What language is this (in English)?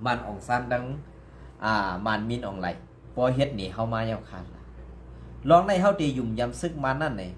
Shan